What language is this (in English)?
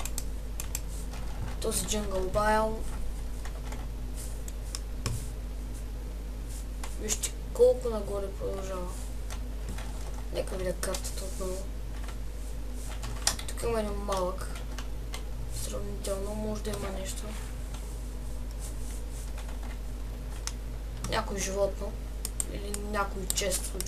Bulgarian